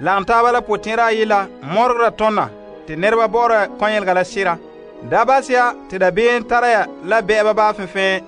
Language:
Frafra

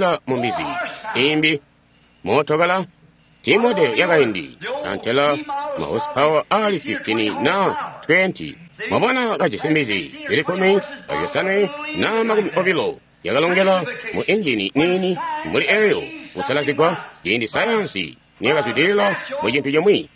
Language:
Tonga (Zambia)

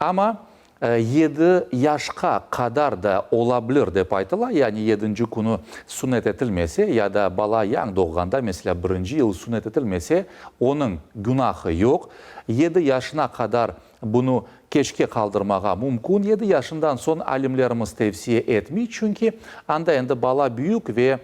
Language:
Crimean Tatar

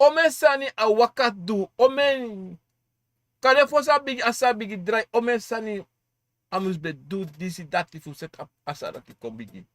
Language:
Sranan Tongo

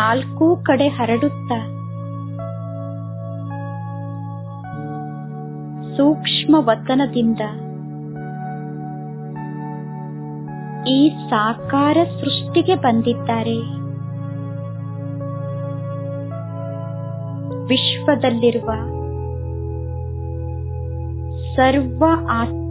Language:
Kannada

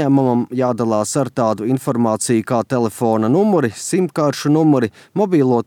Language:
Latvian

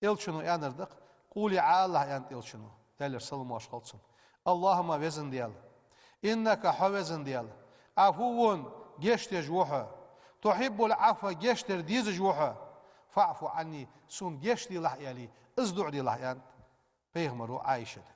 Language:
Ingush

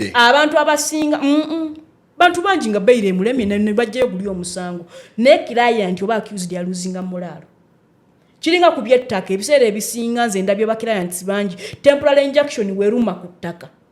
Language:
Ganda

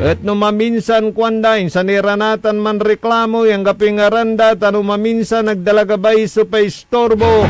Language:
Pangasinan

